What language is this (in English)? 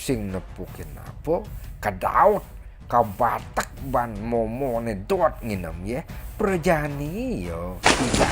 Balinese